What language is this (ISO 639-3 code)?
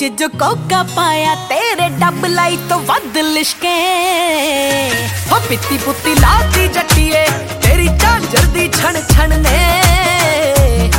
pan